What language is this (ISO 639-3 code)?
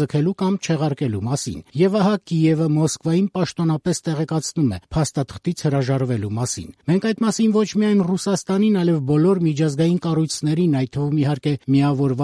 hye